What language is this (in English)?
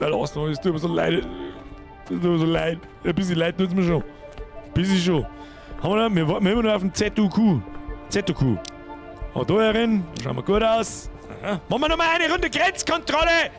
Bavarian